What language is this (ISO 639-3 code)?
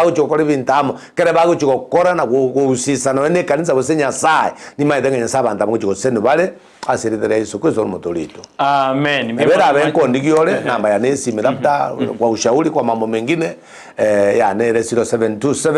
guz